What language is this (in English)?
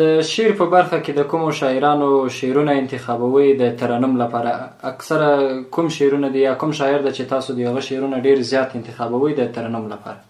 Pashto